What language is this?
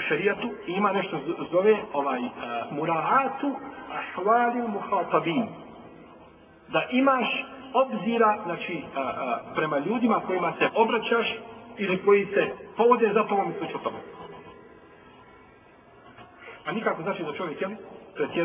Bosnian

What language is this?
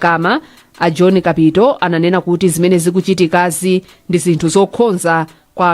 Nyanja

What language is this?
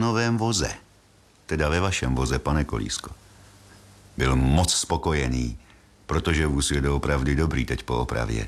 Czech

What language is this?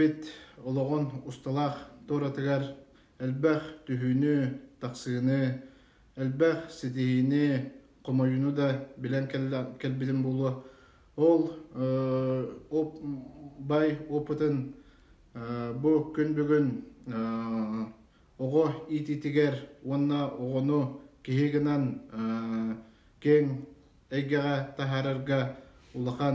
Yakut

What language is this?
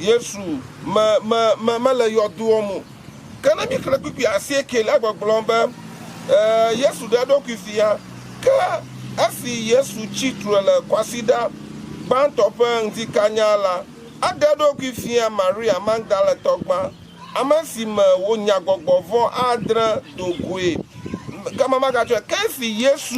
Ewe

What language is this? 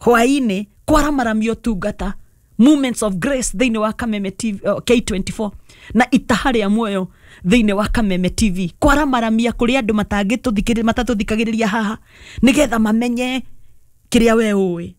Kikuyu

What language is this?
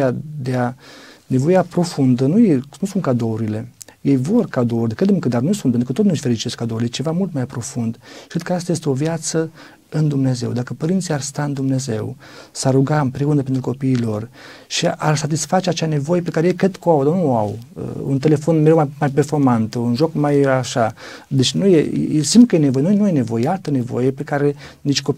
Romanian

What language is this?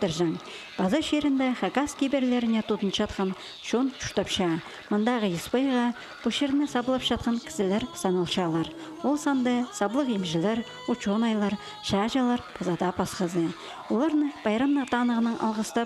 Khakas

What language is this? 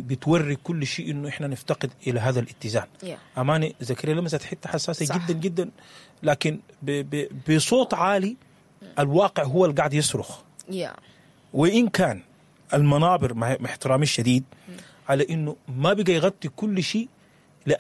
Sudanese Arabic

